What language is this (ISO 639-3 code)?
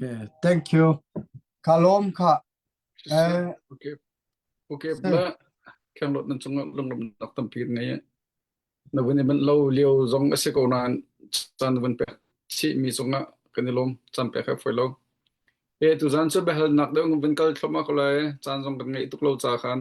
cnh